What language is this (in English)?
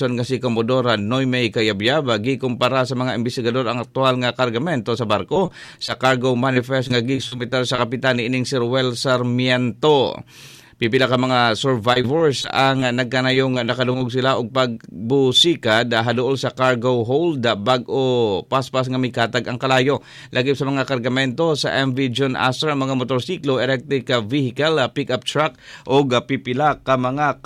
Cebuano